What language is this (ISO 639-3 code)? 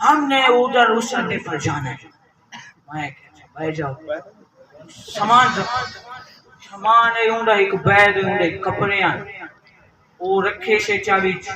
skr